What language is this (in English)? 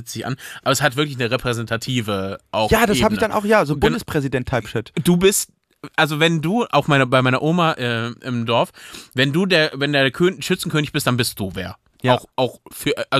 German